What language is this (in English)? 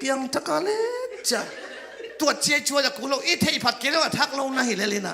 Tedim Chin